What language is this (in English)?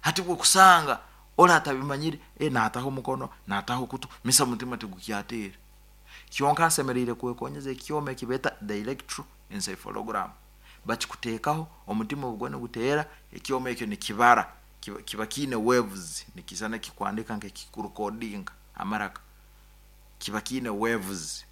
Nyankole